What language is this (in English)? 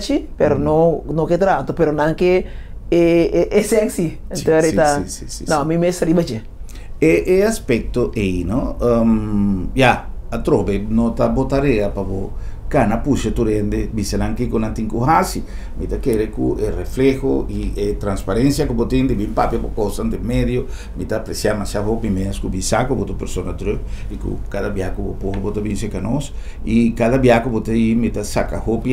Papiamento